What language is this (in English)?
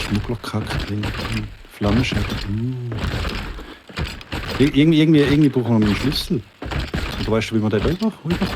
Swiss German